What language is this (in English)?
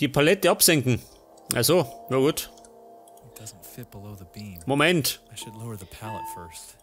Bavarian